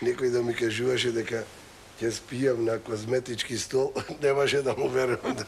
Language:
Macedonian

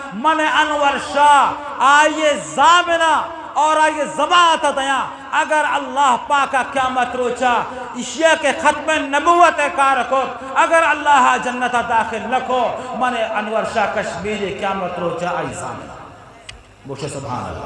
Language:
Eastern Balochi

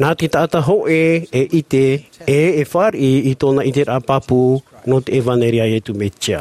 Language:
Tahitian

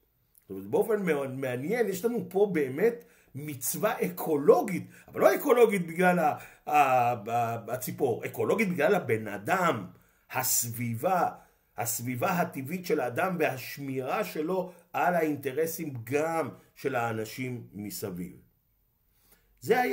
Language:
Hebrew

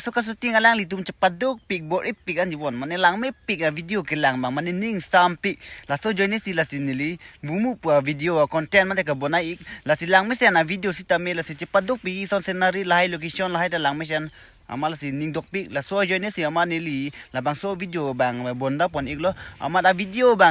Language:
Karbi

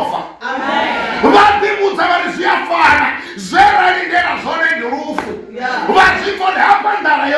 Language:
Venda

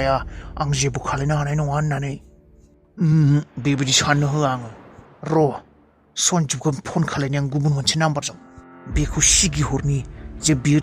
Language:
Bodo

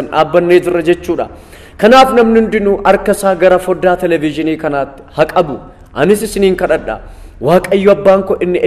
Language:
Oromo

